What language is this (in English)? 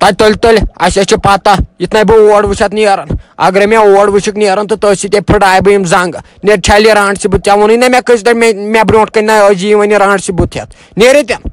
Kashmiri